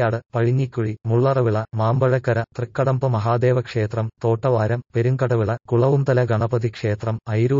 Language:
Malayalam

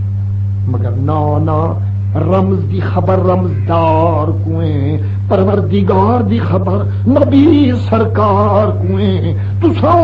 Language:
Saraiki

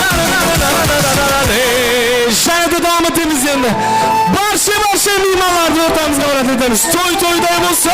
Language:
Kara-Kalpak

